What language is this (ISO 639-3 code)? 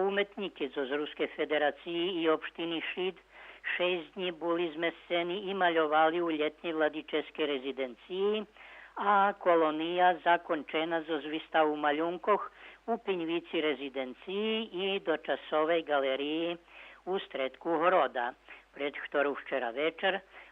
rue